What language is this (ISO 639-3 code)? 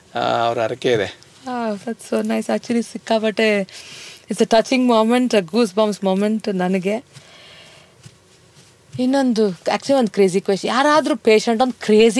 kan